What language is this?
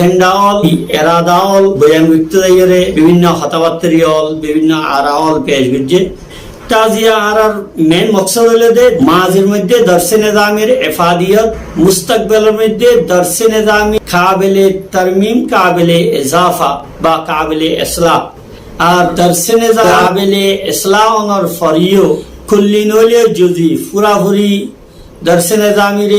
Rohingya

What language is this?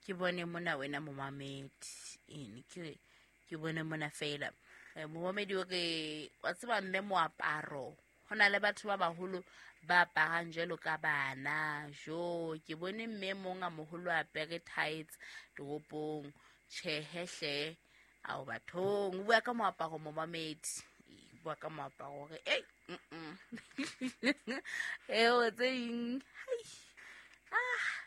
Southern Sotho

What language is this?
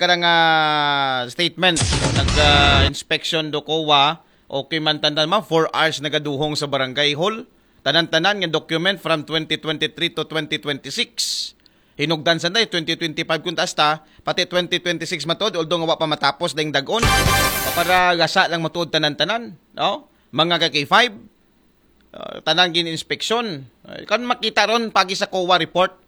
Aklanon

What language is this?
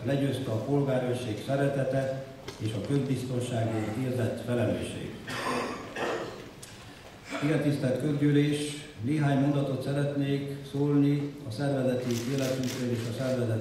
Hungarian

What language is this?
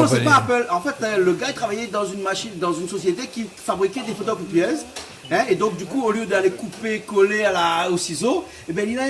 Réunion Creole French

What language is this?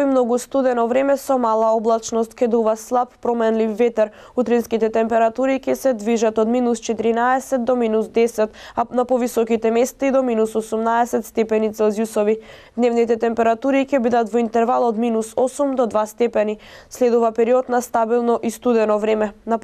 Macedonian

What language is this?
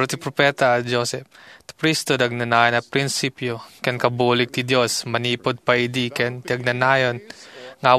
Iloko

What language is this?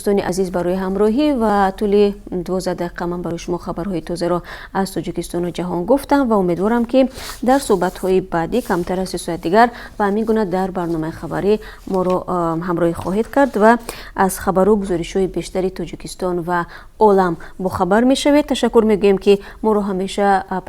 Tajik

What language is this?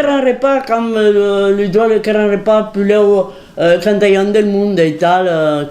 Occitan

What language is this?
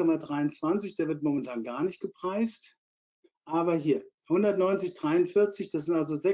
German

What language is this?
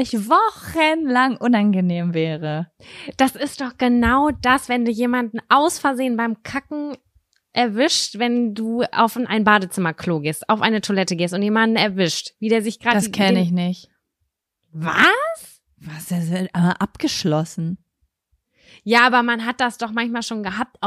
German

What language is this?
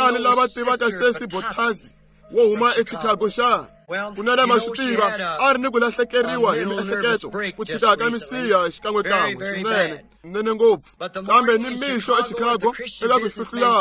Tsonga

